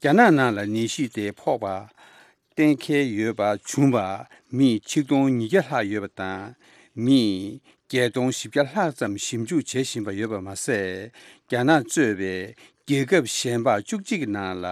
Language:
Tibetan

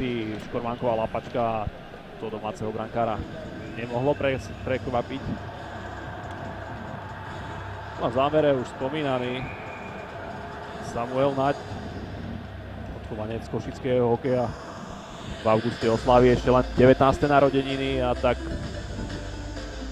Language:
Slovak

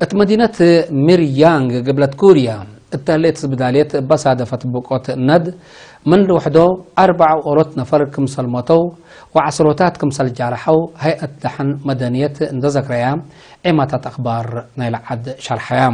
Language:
Tigre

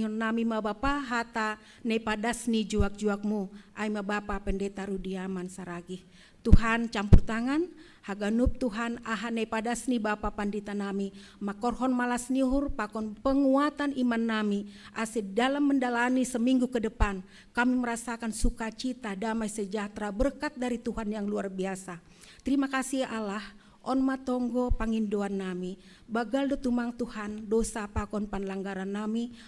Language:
Batak Simalungun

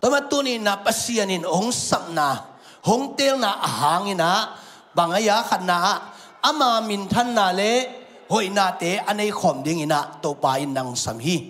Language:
Tedim Chin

